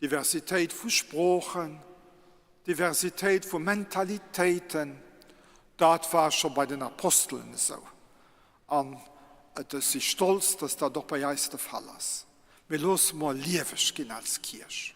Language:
Luxembourgish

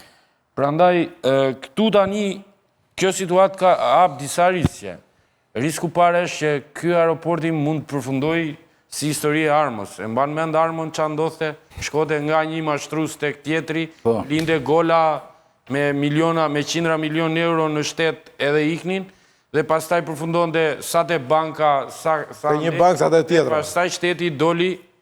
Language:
Albanian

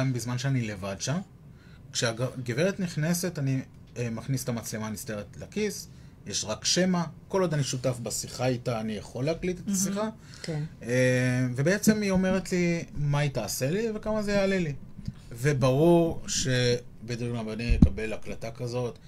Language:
Hebrew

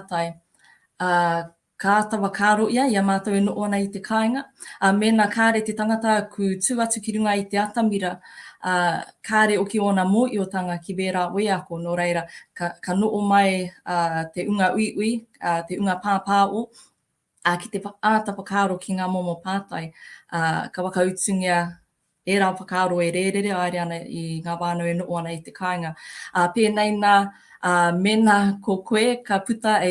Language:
Māori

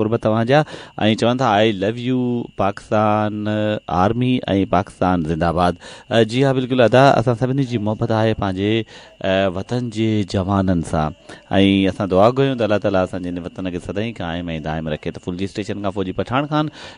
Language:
Sindhi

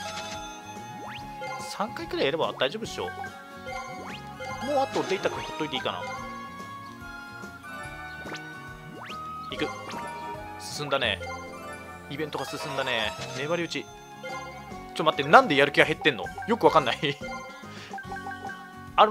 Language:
Japanese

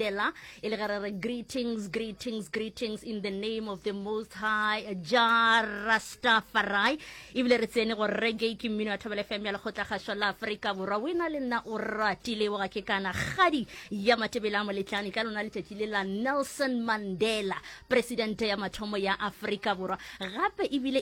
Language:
Northern Sotho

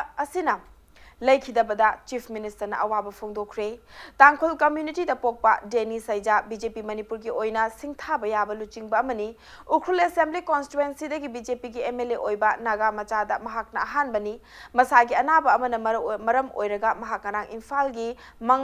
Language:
Manipuri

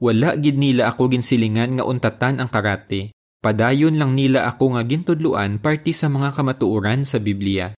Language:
Hiligaynon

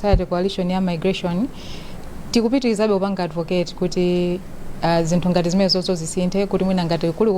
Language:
Nyanja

